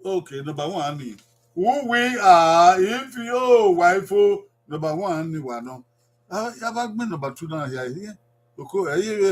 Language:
Bini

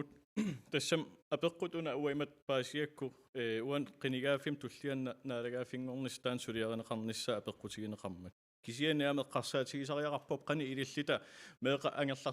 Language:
Kalaallisut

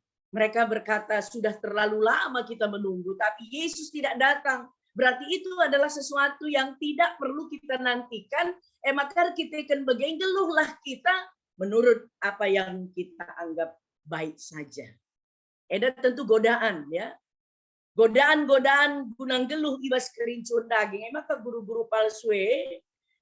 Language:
Batak Karo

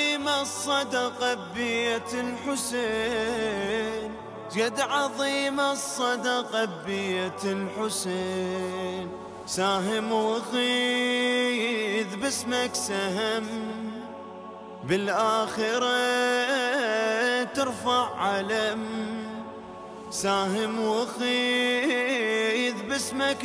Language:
Mesopotamian Arabic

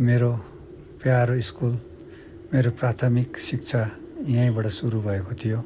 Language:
Nepali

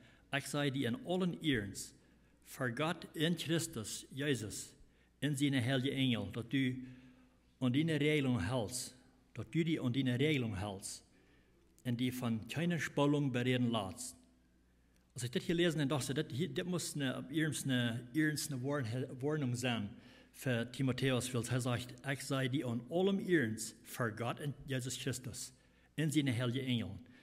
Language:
Plautdietsch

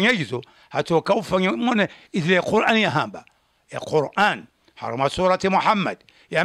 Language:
Swahili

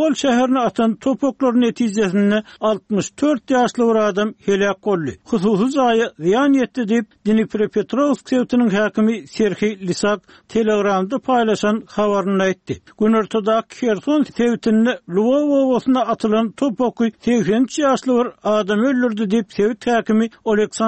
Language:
Turkmen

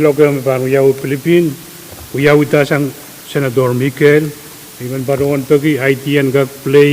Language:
Pohnpeian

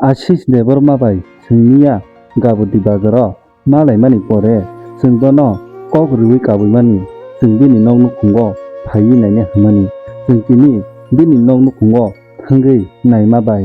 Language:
Kok Borok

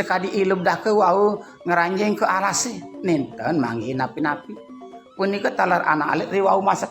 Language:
Balinese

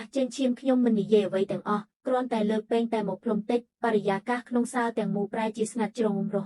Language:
Khmer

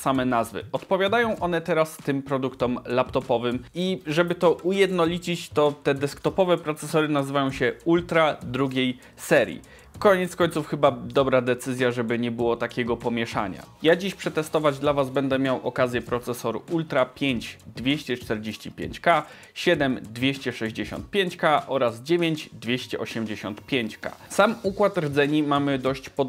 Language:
Polish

